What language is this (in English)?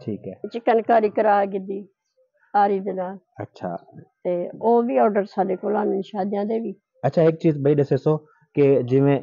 Saraiki